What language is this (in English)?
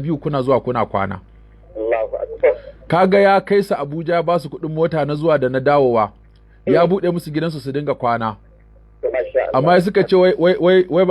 Hausa